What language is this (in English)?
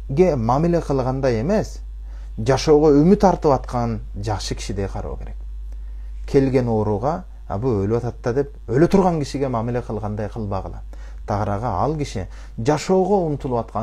Kyrgyz